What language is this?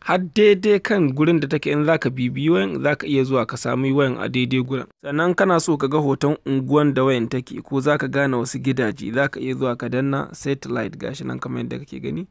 Hausa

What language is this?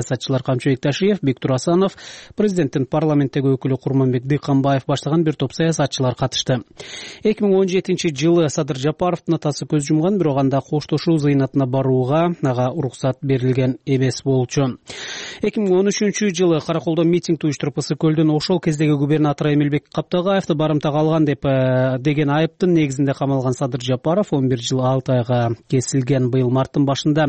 Kyrgyz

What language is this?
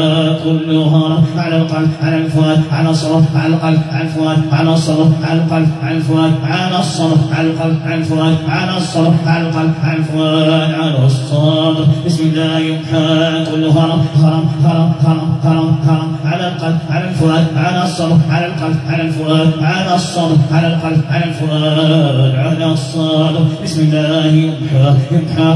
Arabic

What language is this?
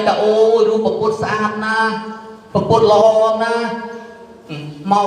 Khmer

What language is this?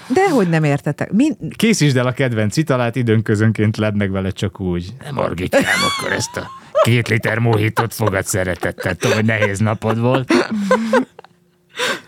Hungarian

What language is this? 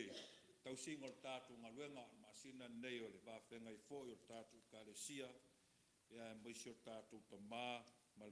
Samoan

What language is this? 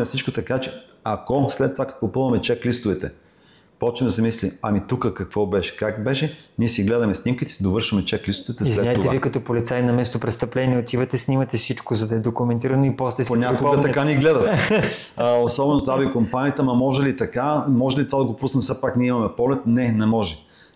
Bulgarian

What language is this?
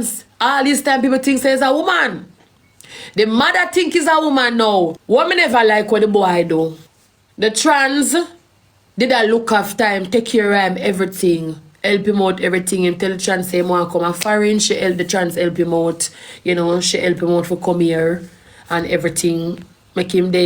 Jamaican Creole English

